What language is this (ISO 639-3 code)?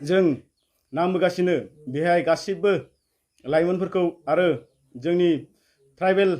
brx